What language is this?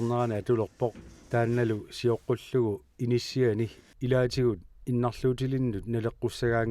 Kalaallisut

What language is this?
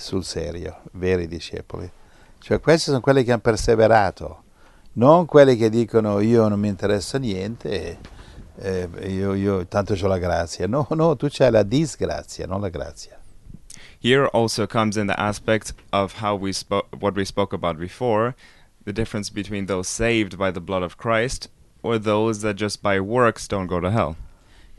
Italian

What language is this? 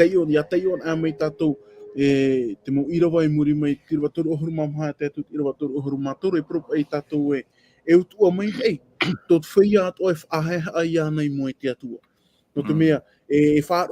Tahitian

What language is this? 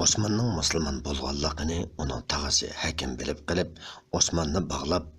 Uyghur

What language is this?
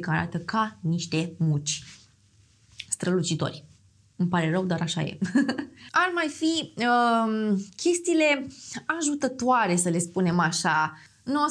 Romanian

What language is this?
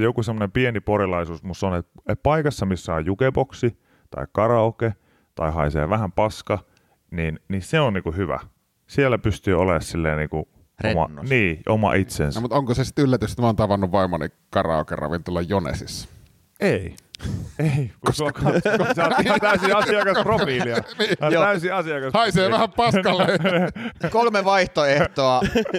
Finnish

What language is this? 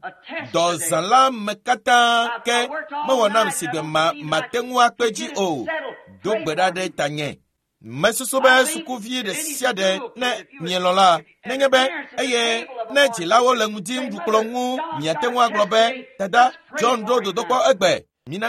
Ewe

